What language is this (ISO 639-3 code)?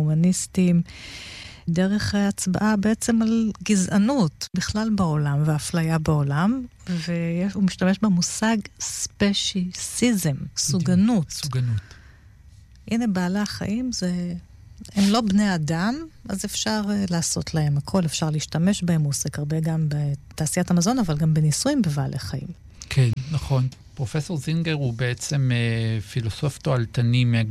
heb